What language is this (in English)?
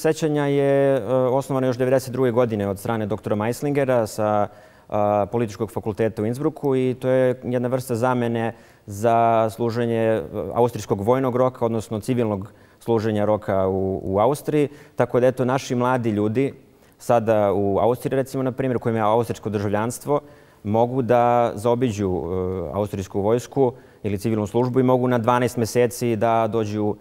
Bosnian